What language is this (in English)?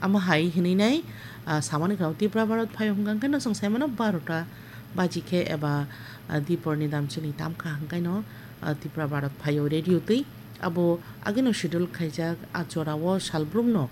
Kok Borok